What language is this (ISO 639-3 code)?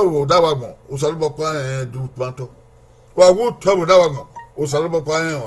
bin